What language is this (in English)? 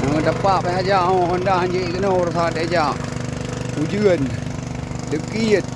Achinese